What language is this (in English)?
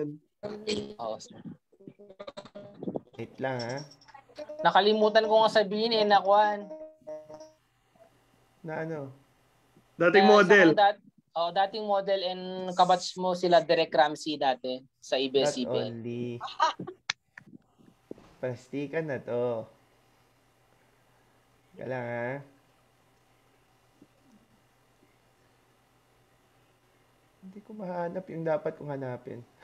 Filipino